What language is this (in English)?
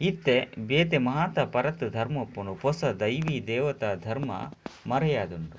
Tulu